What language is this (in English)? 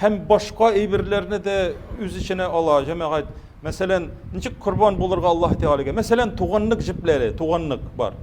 Tatar